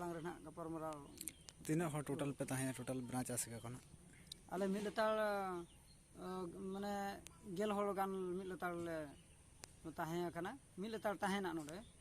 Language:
Santali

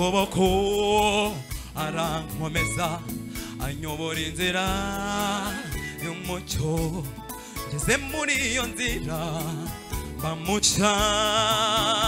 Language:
Kinyarwanda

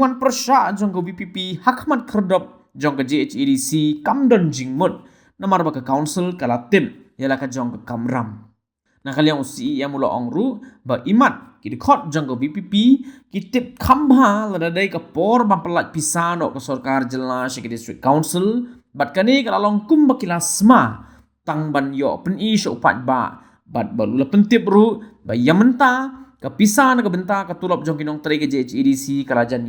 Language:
Khasi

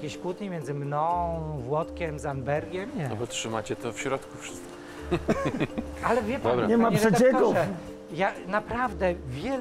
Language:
Polish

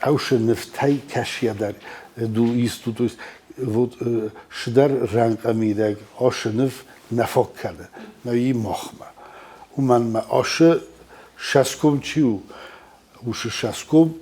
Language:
Ossetic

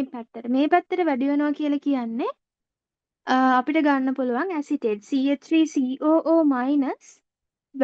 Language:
Sinhala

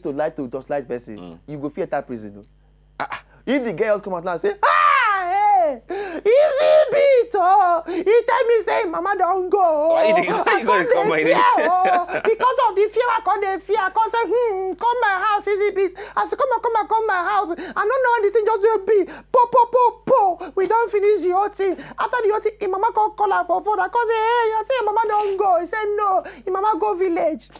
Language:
Nigerian Pidgin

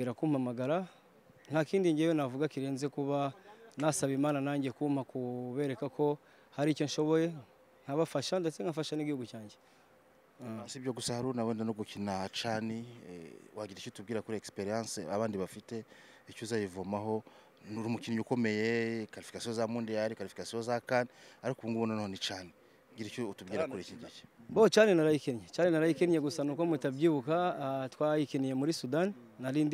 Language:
Kinyarwanda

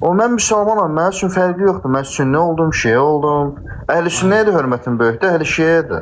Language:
Azerbaijani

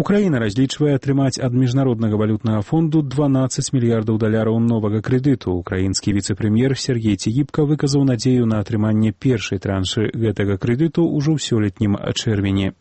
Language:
Belarusian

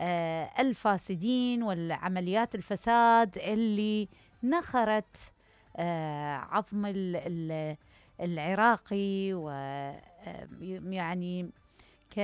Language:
Mesopotamian Arabic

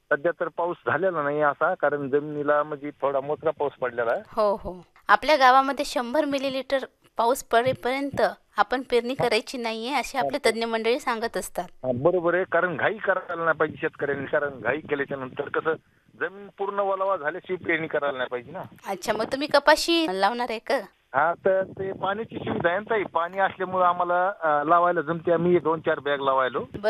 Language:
Marathi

